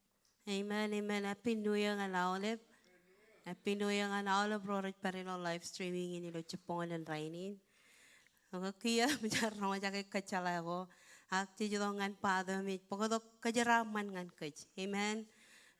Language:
Marshallese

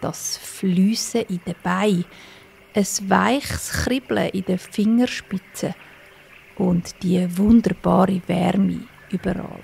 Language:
Swiss German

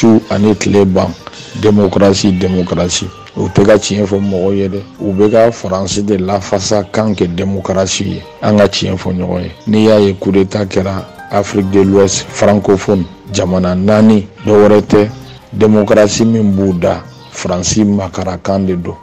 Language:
Bambara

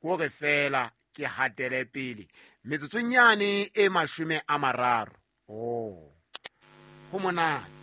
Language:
Southern Sotho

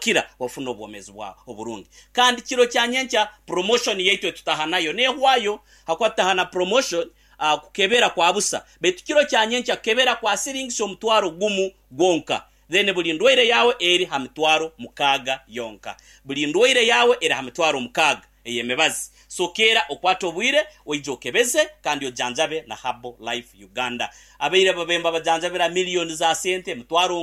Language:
Nyankole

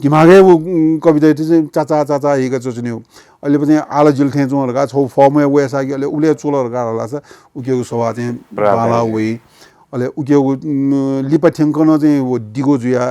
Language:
Newari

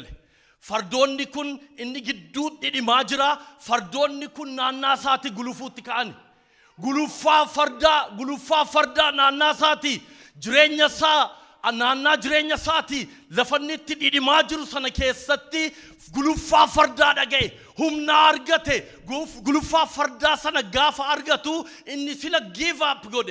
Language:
Oromo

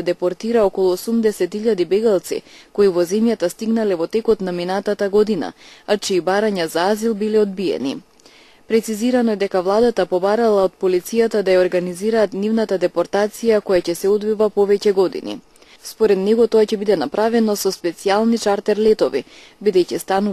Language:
Macedonian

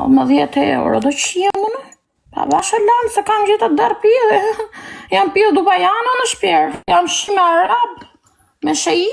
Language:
Albanian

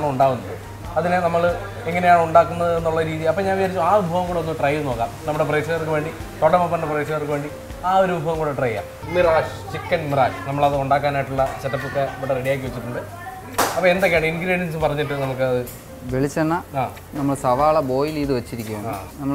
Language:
Malayalam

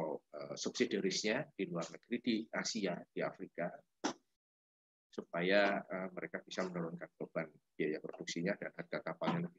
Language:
Indonesian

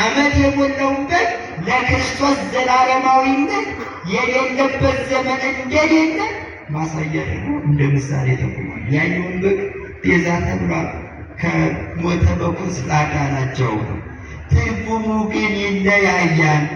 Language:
Amharic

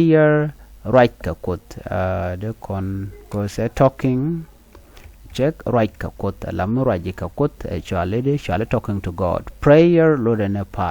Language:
Nuer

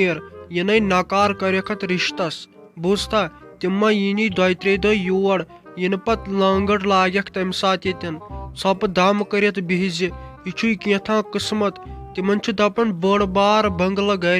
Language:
Kashmiri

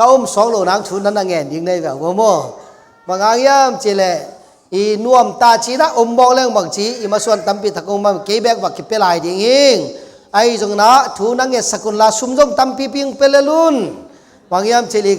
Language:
Tedim Chin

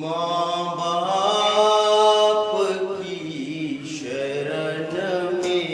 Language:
Dogri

